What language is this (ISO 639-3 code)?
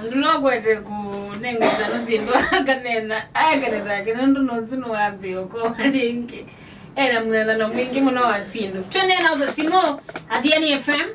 kam